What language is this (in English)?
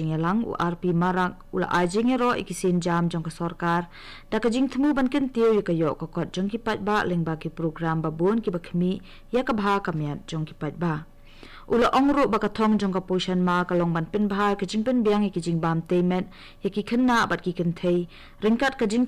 Khasi